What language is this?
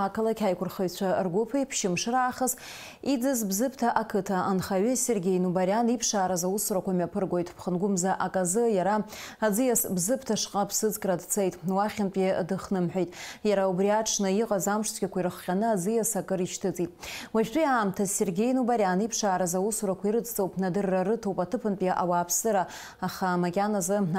Abkhazian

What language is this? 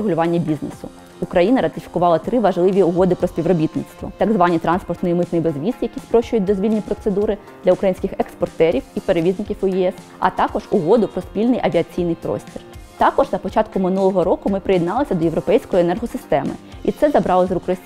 Ukrainian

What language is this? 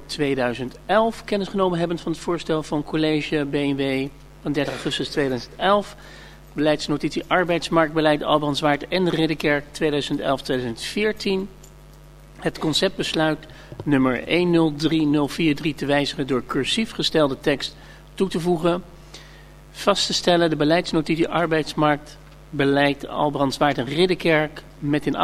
Dutch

